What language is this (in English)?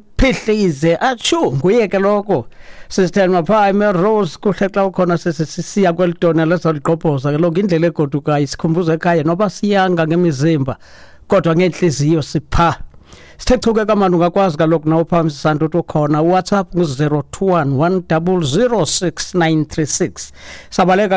Xhosa